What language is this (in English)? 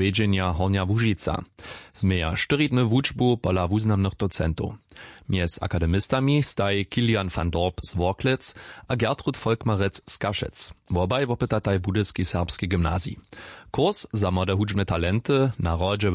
Upper Sorbian